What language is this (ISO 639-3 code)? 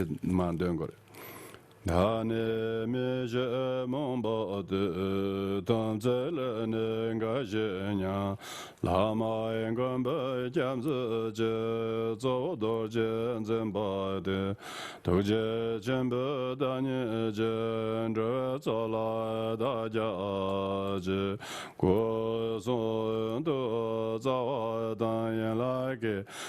bod